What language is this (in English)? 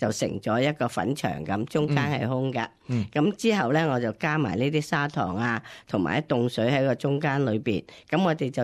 Cantonese